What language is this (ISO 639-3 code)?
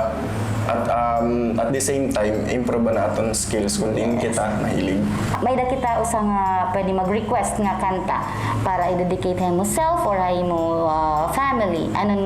war